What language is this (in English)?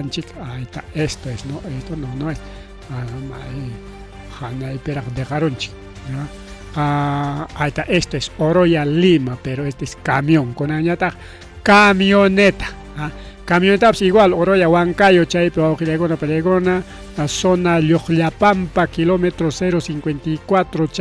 Ayacucho Quechua